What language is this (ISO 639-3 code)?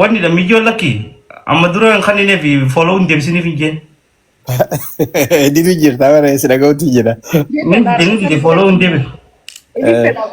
orm